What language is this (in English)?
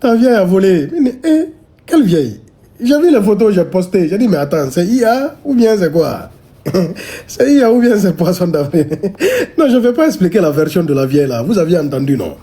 Pular